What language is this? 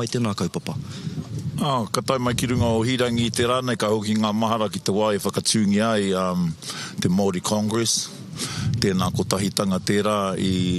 Māori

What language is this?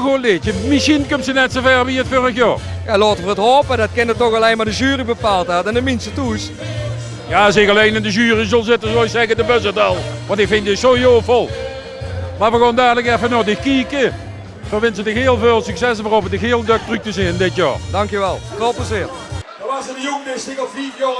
Limburgish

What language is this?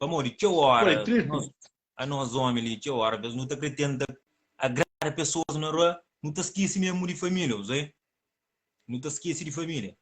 Kabuverdianu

